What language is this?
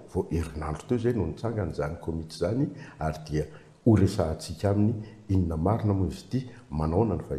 Malagasy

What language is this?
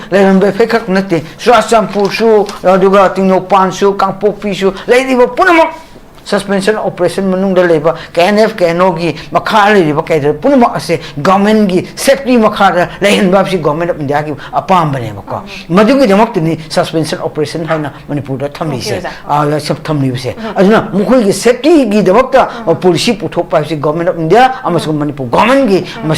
Manipuri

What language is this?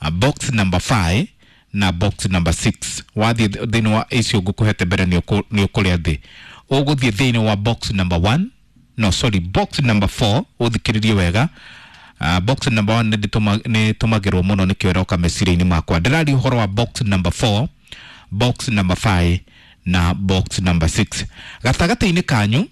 Kikuyu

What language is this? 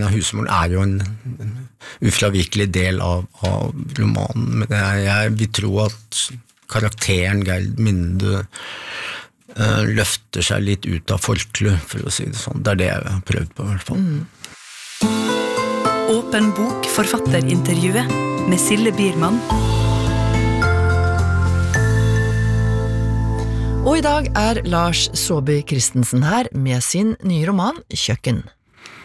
Norwegian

